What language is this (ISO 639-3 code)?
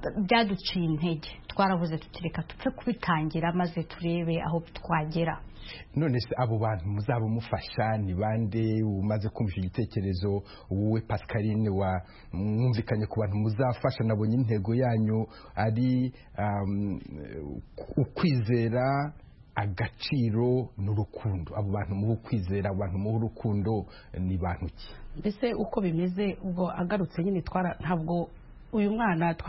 kin